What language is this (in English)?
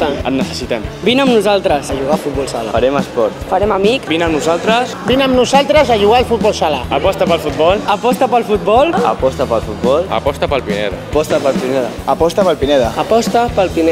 Catalan